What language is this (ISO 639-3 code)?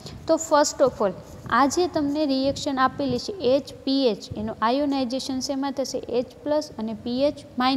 guj